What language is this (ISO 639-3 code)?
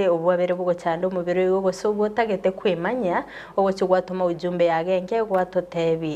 guz